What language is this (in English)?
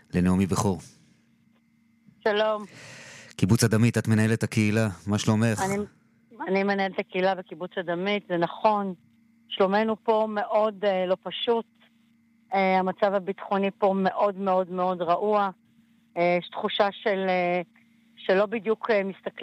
Hebrew